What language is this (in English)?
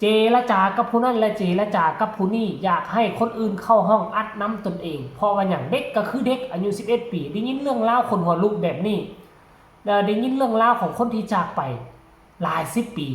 Lao